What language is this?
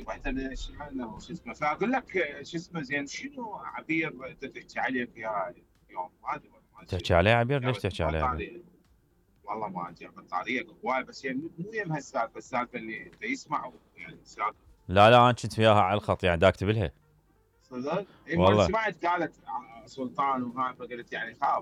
Mesopotamian Arabic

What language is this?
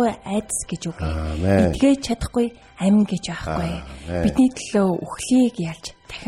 Mongolian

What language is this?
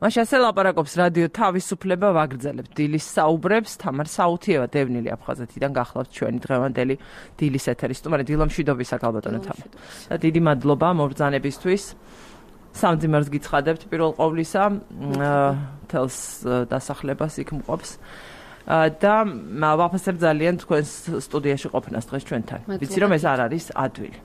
Georgian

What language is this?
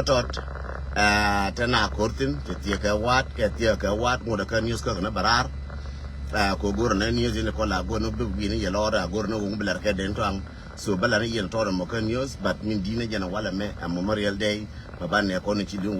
Nuer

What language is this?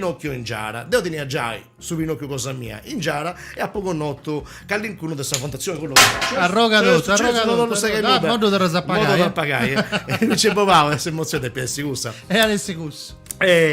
Sardinian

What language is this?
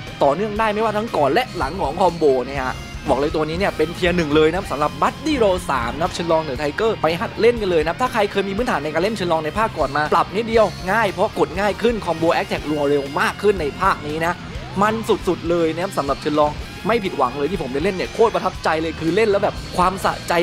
Thai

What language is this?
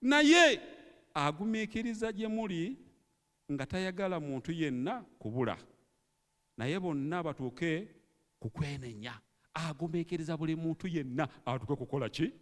Ganda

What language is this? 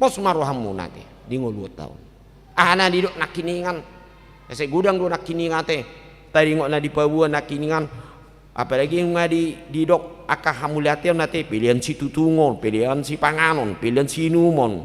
Batak Toba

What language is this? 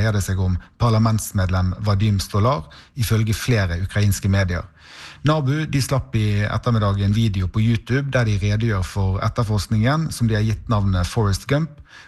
Norwegian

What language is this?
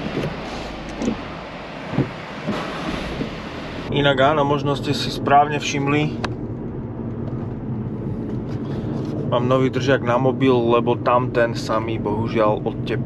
Slovak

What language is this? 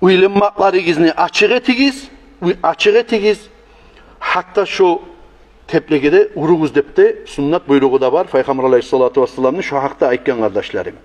Kumyk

